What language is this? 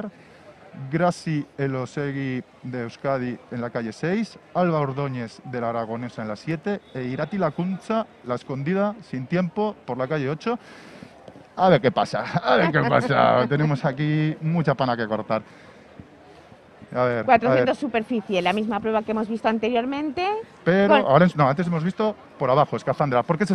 Spanish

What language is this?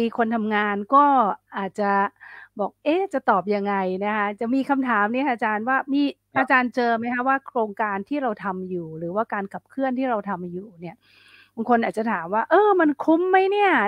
Thai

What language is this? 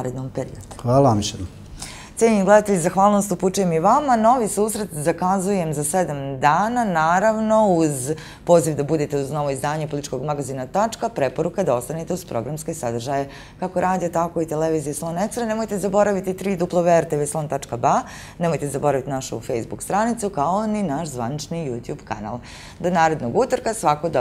Bosnian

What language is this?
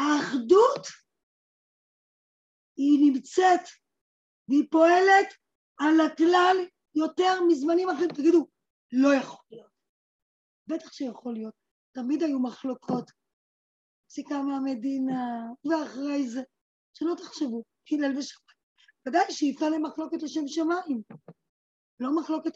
Hebrew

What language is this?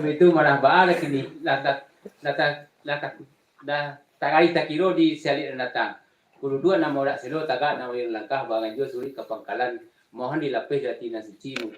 Minangkabau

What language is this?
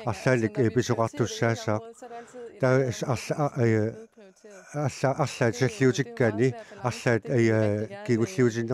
Kalaallisut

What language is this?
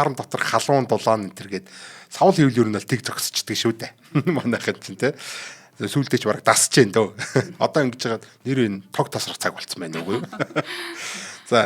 Mongolian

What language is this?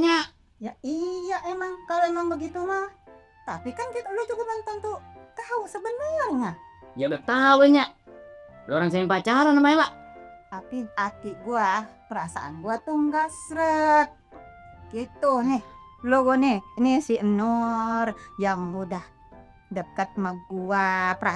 Betawi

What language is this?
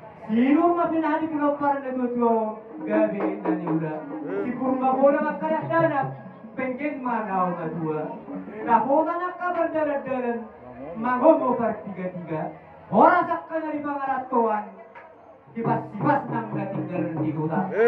Batak Toba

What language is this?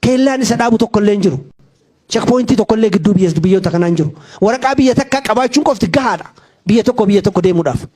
Oromo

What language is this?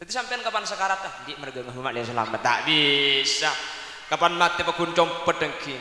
Madurese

